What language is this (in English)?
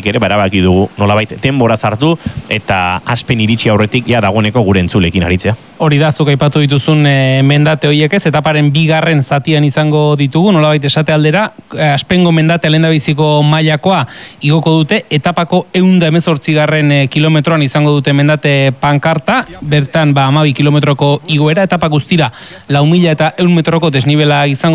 Basque